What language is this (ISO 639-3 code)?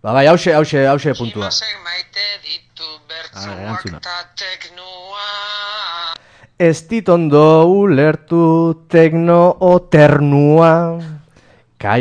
eus